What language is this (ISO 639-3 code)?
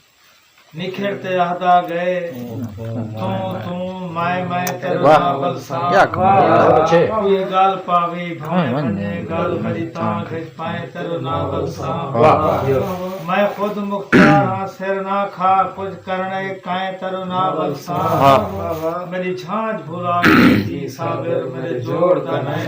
skr